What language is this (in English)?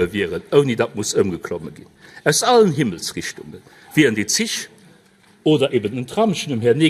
Luxembourgish